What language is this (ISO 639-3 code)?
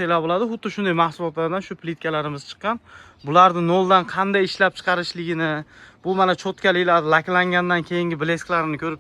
uzb